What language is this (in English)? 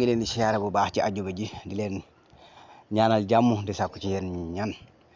Wolof